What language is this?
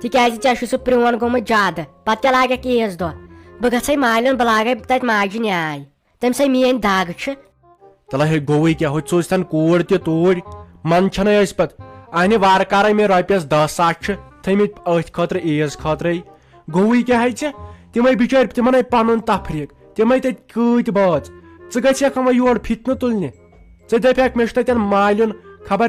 Kashmiri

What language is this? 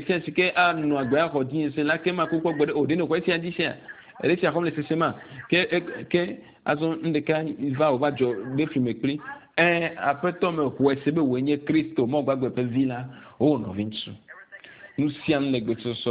Ewe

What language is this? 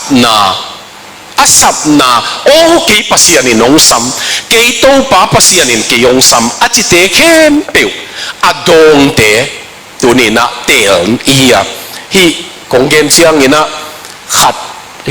Tedim Chin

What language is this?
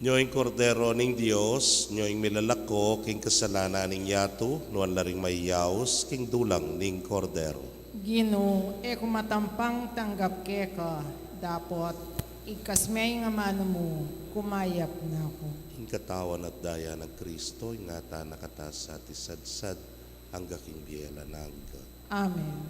Pampanga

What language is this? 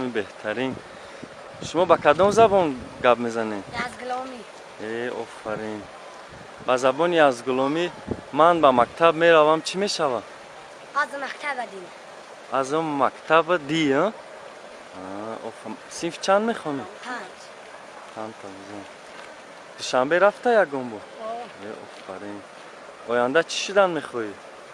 Tajik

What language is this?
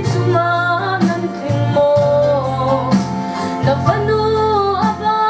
Hakha Chin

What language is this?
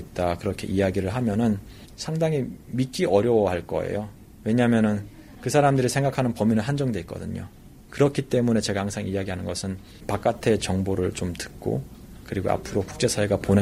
Korean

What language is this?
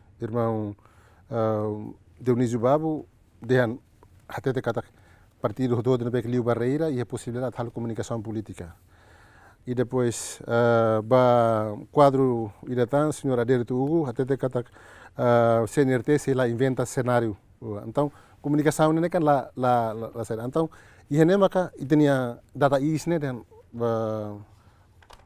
Tetum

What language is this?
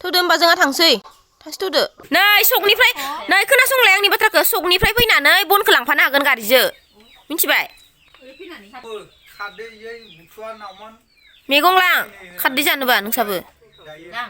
Bodo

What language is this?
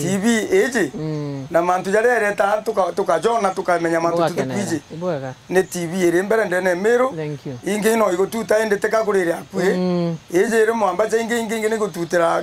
Meru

